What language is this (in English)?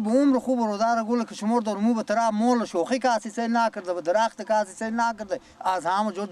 Persian